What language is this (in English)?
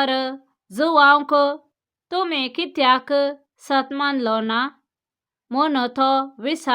Konkani